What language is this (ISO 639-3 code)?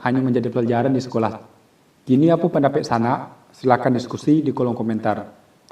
min